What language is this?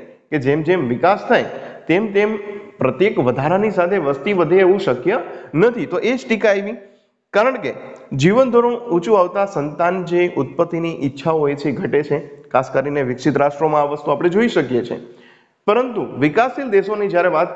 Gujarati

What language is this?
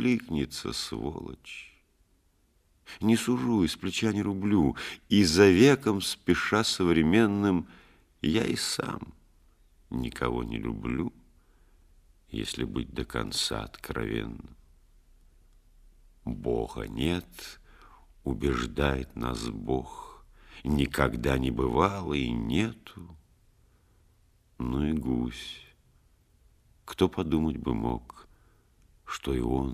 Russian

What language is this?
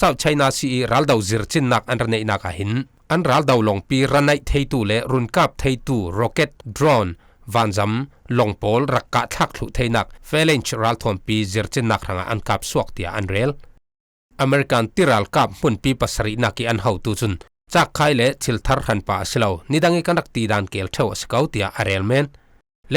Falam Chin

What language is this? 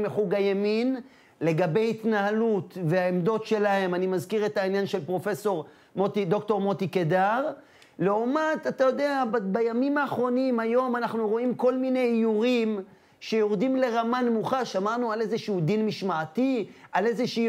Hebrew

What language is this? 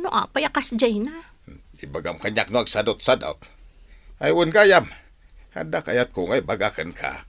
Iloko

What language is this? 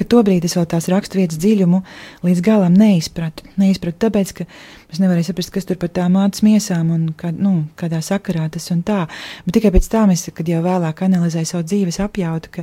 Latvian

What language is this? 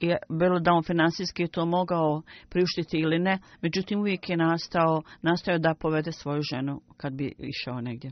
Bosnian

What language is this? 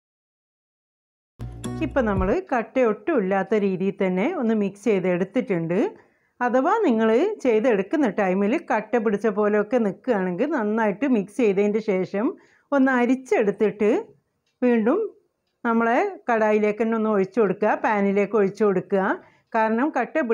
Malayalam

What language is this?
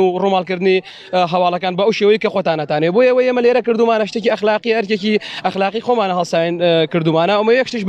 Central Kurdish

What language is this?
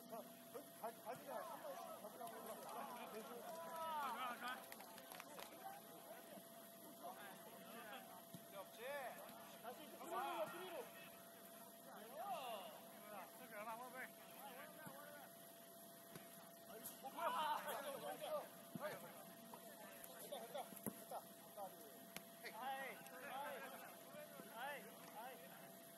Korean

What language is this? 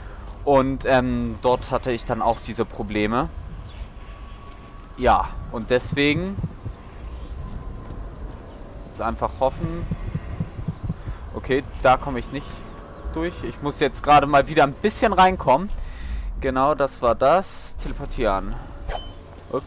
German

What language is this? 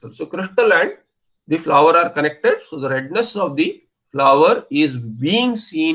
English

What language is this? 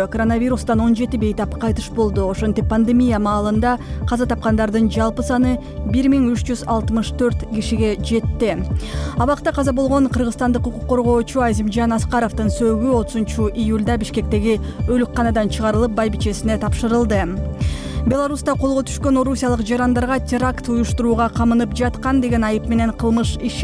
Kyrgyz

